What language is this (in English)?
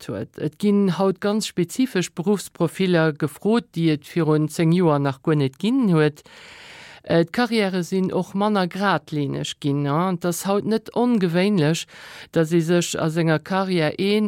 Luxembourgish